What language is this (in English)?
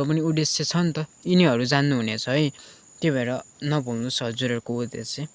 Nepali